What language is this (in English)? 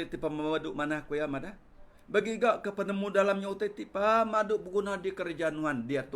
Iban